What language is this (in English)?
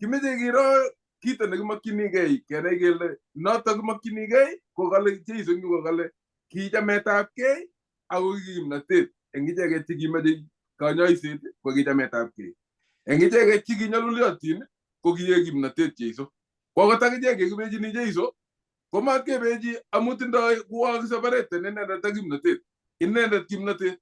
Kalenjin